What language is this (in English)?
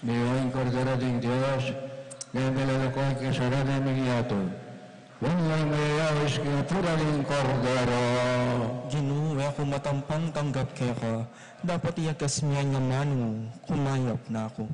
Pampanga